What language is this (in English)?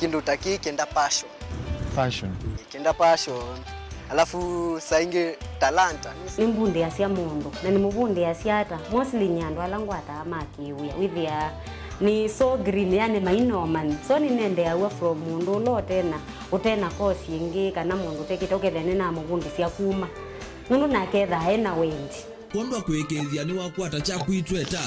Kamba